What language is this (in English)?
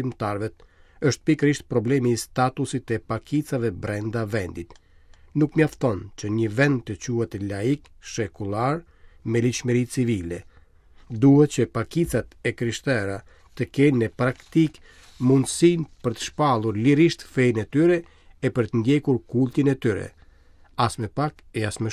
Albanian